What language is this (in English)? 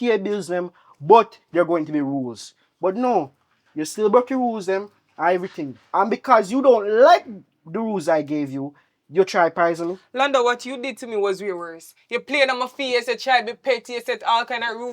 Jamaican Creole English